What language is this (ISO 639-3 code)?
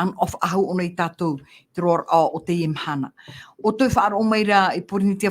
tah